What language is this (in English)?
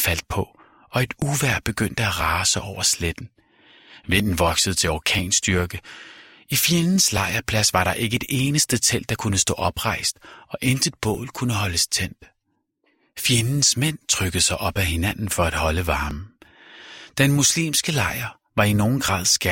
Danish